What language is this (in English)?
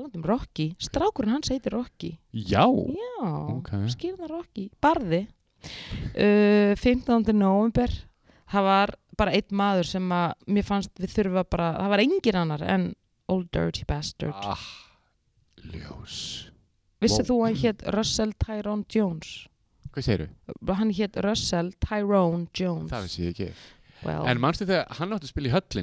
Icelandic